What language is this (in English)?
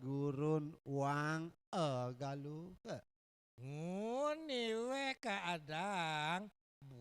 Balinese